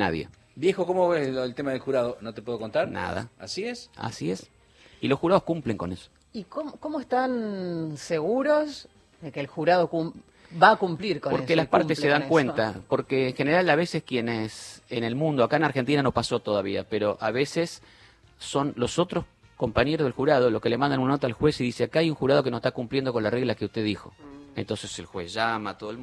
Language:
Spanish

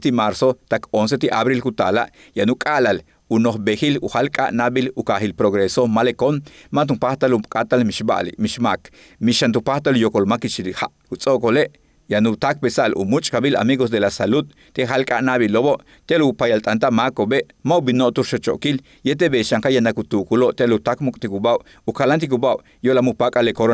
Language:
Yucateco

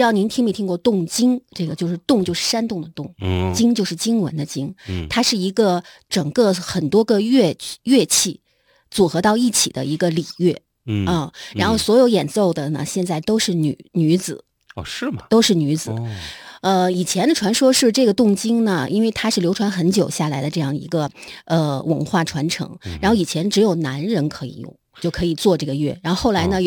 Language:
Chinese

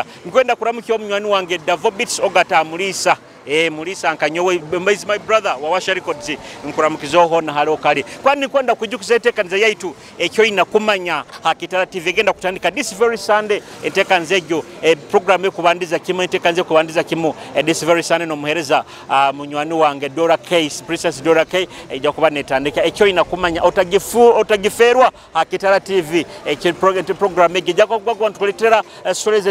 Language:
Nyoro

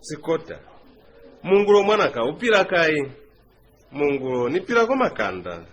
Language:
Lozi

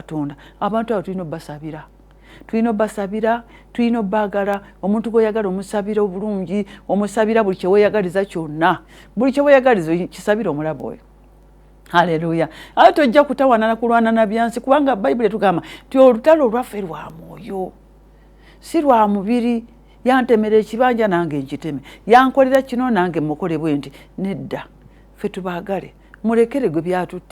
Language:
Ganda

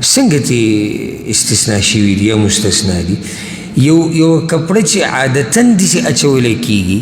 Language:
Pashto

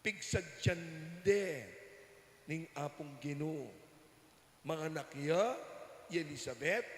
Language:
Pampanga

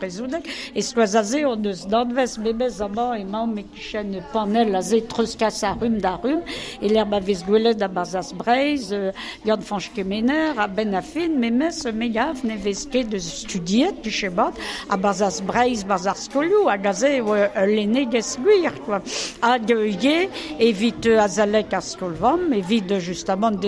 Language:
Breton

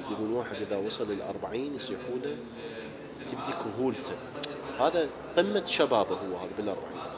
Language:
Mesopotamian Arabic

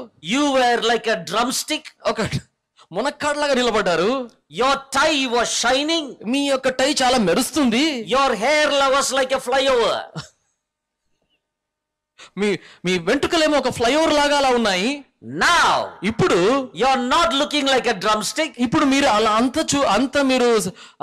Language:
Telugu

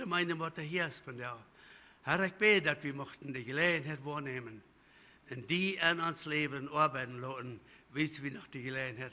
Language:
Plautdietsch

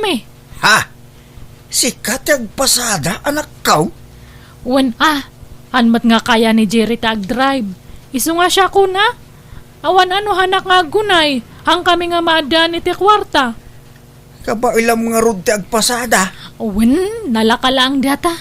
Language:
Iloko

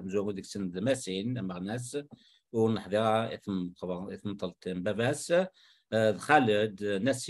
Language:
Kabyle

